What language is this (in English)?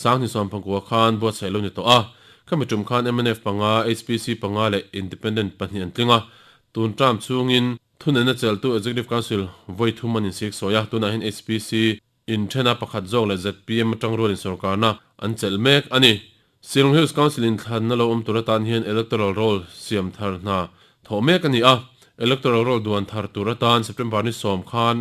Mizo